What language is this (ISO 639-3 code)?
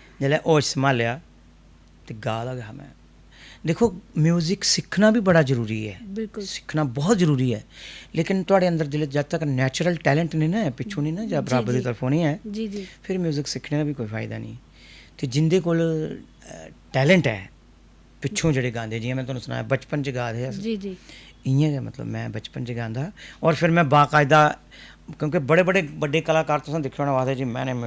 doi